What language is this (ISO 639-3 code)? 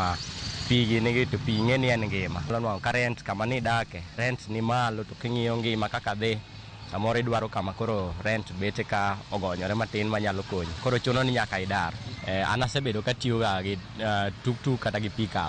luo